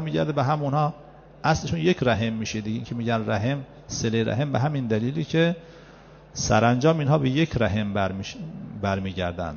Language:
Persian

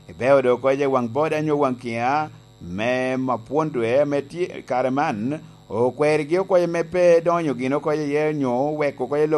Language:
Lango (Uganda)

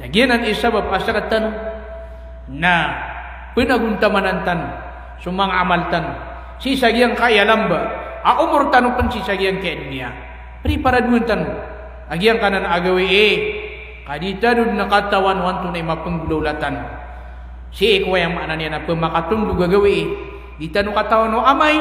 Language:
Maranao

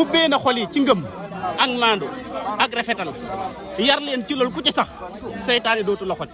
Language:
Wolof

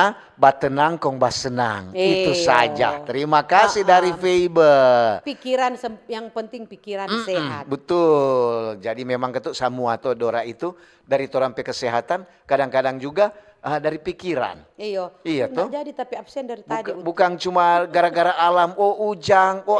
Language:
Manado Malay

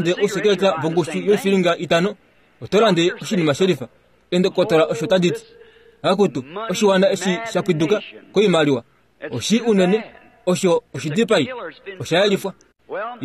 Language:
Kuanyama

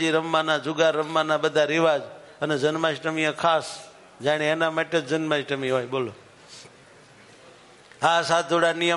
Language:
Gujarati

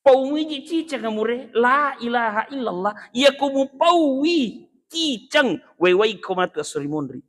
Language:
Buginese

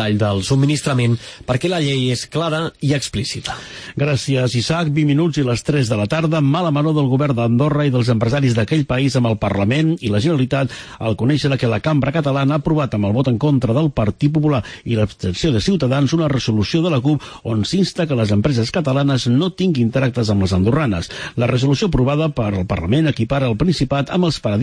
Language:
Catalan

